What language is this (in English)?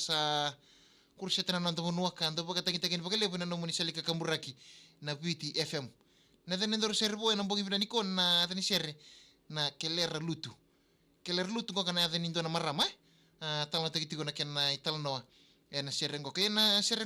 Fijian